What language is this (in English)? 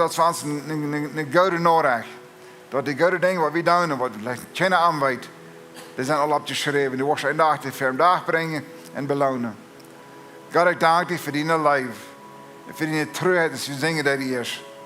Plautdietsch